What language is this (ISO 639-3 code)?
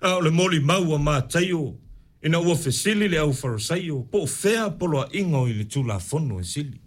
smo